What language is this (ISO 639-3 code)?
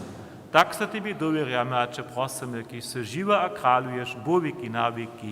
hsb